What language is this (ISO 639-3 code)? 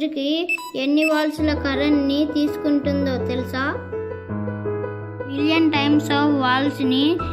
tel